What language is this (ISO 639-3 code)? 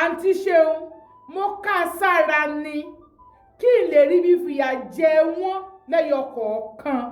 yor